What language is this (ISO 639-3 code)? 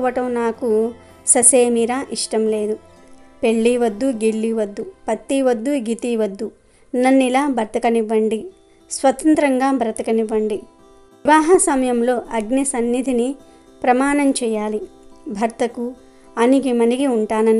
tel